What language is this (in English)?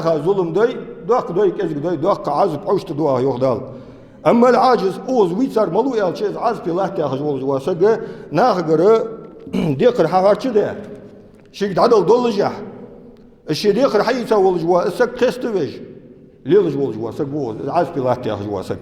Ingush